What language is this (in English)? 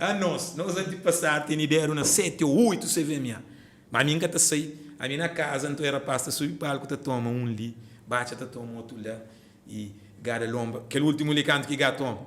Kabuverdianu